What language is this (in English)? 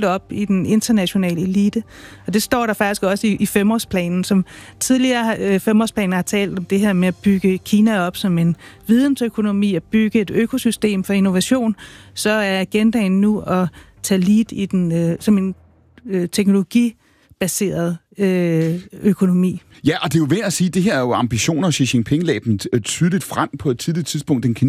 Danish